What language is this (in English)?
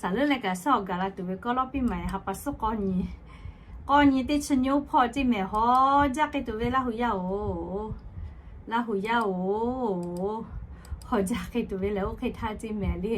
Lahu